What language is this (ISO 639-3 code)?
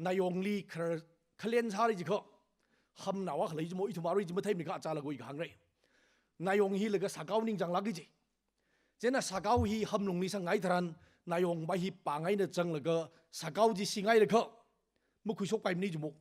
nmf